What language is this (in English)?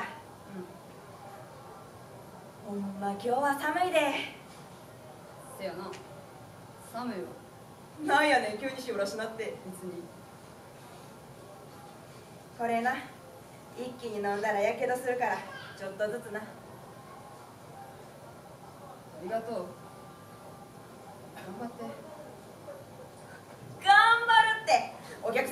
Japanese